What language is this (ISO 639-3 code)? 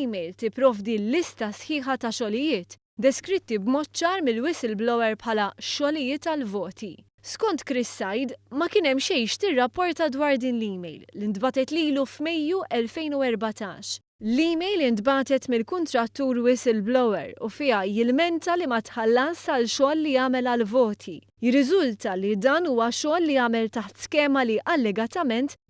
mlt